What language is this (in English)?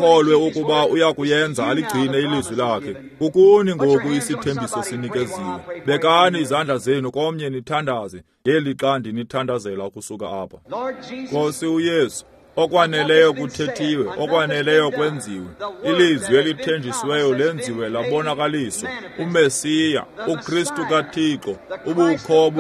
Xhosa